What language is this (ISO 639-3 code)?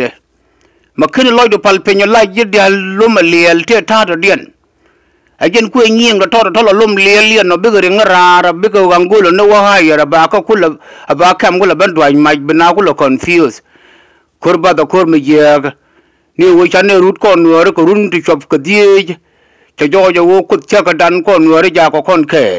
nus